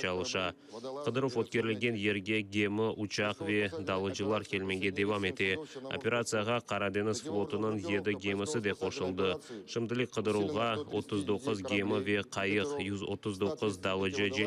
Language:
Crimean Tatar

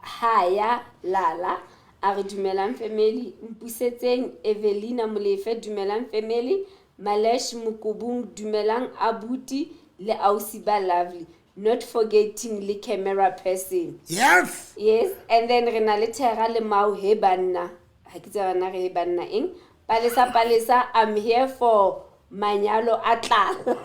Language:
Southern Sotho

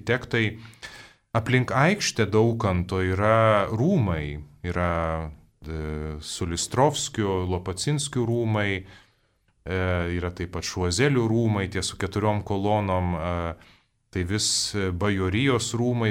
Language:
Lithuanian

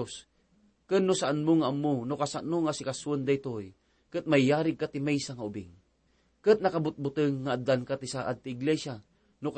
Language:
Iloko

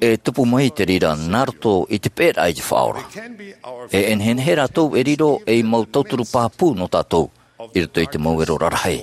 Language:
Tahitian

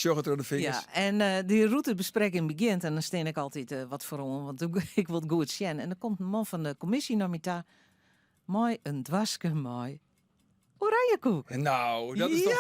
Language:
Western Frisian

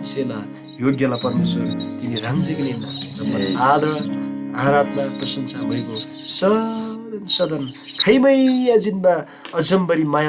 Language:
Eastern Tamang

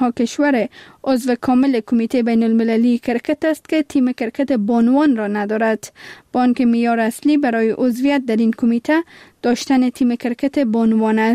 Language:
Persian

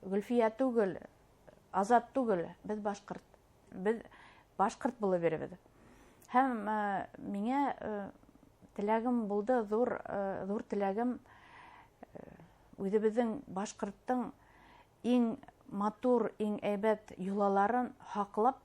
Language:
Bashkir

